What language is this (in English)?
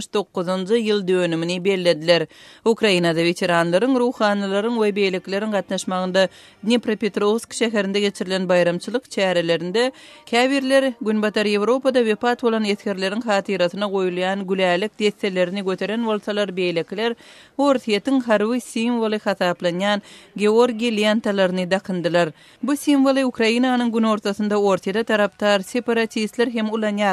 Turkmen